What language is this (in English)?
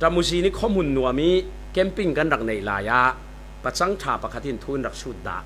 Falam Chin